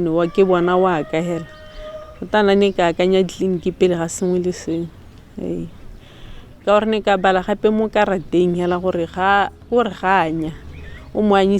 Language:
Tswana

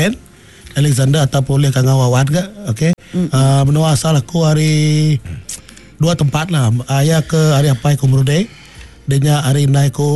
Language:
Iban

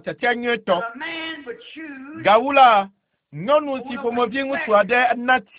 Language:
Ewe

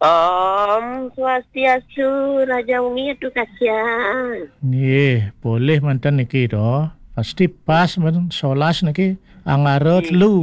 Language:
Balinese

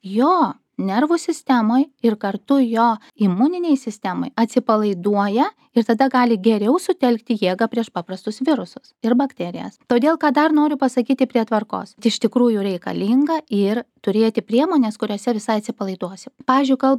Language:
Lithuanian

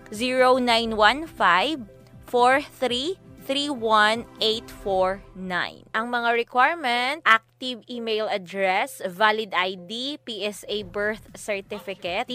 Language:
Hiligaynon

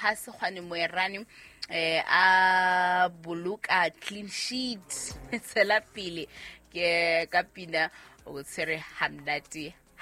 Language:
Southern Sotho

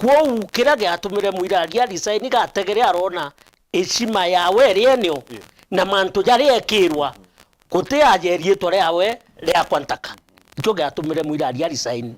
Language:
Meru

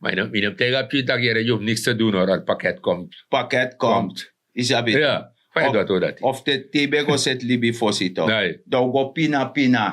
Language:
Sranan Tongo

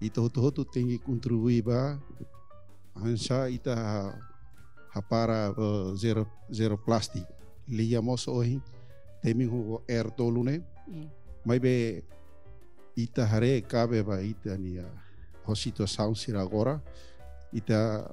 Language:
Tetum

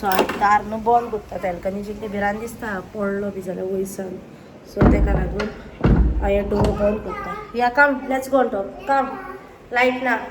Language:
Konkani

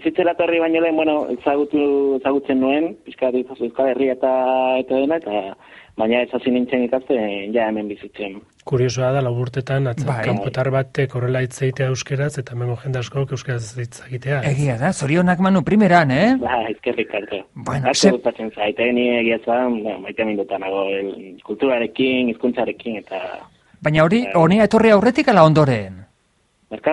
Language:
Basque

